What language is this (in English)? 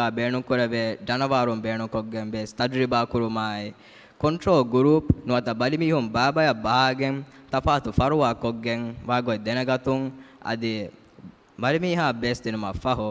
Divehi